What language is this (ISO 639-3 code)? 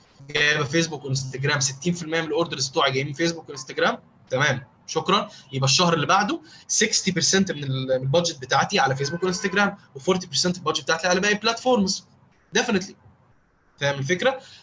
arz